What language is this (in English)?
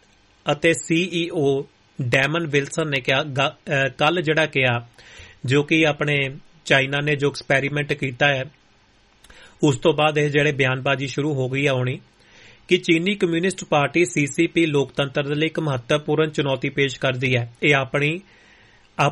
Punjabi